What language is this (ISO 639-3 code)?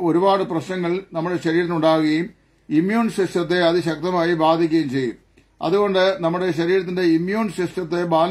mal